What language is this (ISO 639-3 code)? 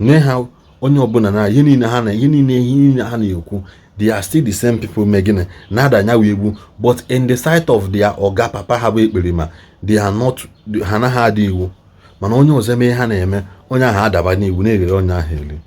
ibo